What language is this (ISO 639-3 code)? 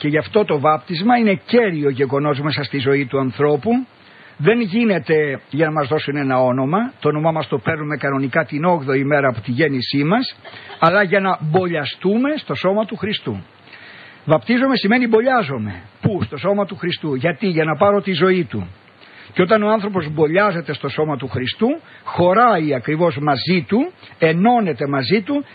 ell